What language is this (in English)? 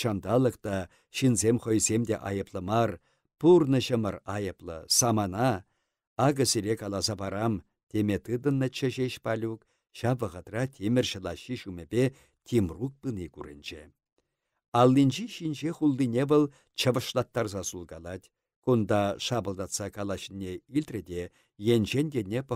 Chuvash